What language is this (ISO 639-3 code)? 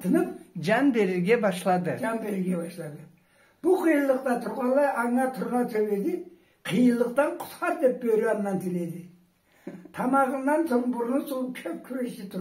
krc